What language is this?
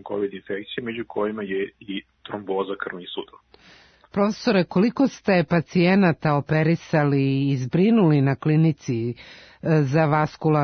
Serbian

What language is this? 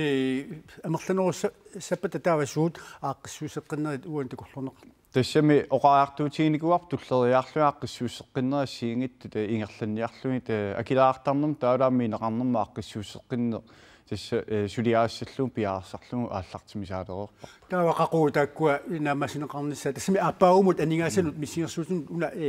Kalaallisut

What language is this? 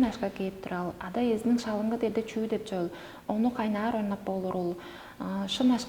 Tuvinian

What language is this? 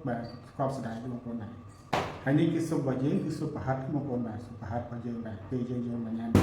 Khmer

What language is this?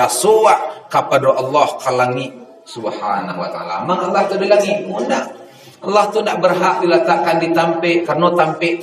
Minangkabau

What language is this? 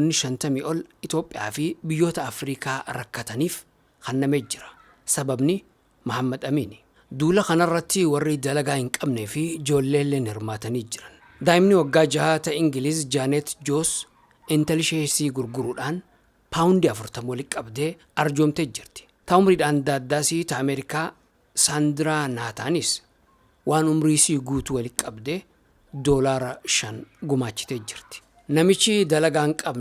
Oromo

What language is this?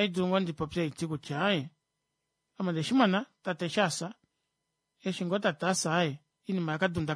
Kuanyama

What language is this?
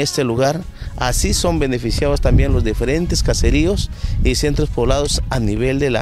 Spanish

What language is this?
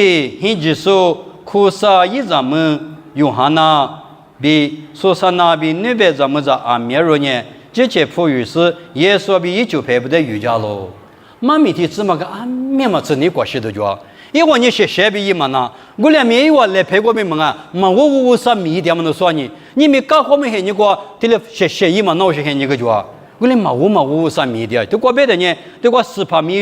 Lisu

